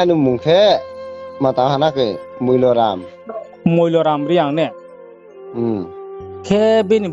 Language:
Riang (India)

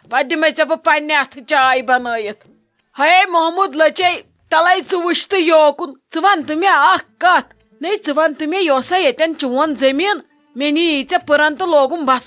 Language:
Kashmiri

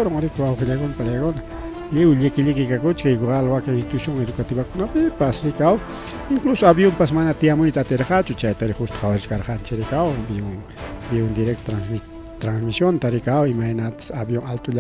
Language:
Ayacucho Quechua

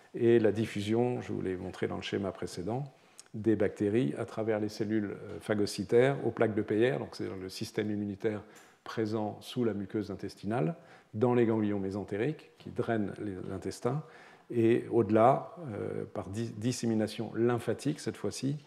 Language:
French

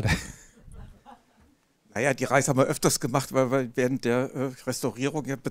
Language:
German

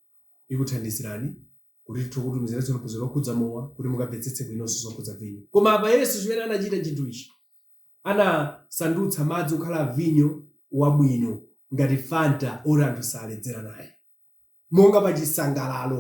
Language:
Nyanja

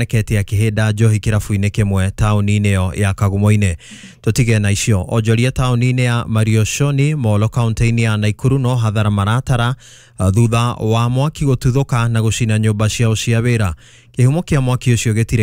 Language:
Kikuyu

